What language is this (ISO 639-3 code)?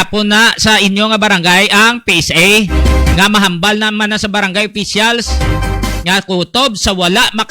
hil